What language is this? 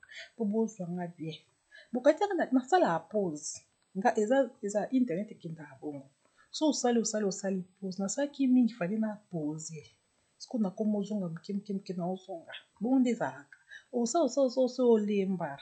Lingala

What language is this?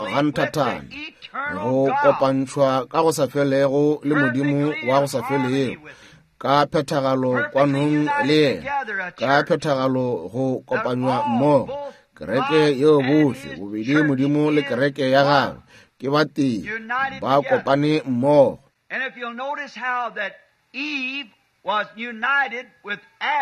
Northern Sotho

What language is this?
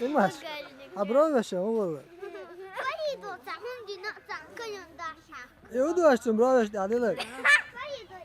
Chechen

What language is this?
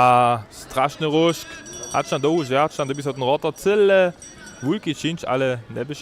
Upper Sorbian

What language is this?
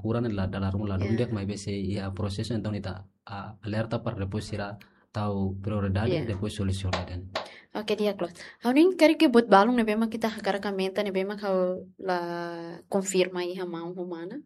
Tetum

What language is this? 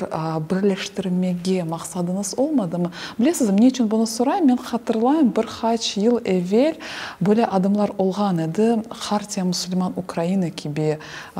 Crimean Tatar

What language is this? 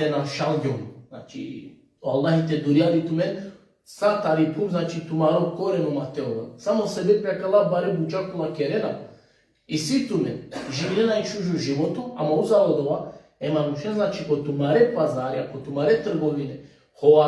Balkan Romani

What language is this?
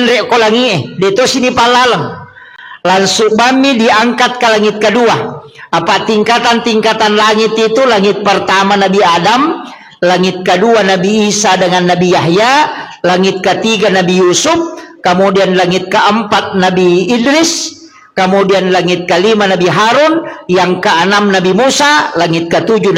Buginese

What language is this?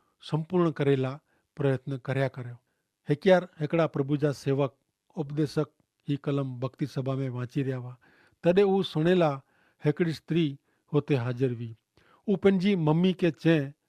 Kachhi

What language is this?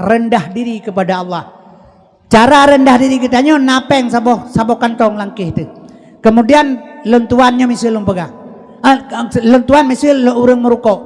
Achinese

